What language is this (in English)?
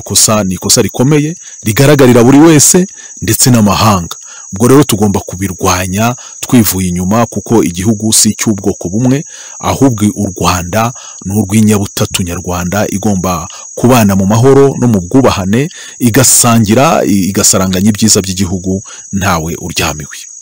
Kinyarwanda